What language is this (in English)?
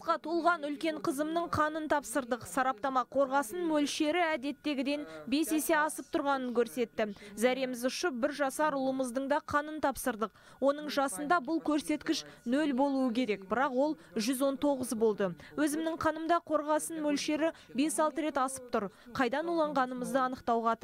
Kazakh